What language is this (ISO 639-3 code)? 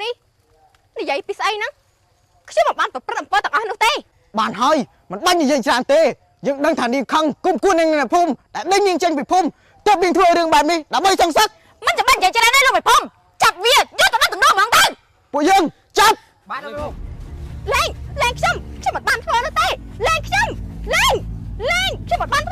khm